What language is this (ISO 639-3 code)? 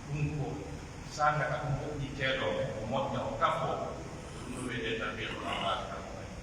fuf